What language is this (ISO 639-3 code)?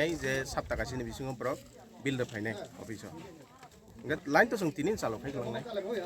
ria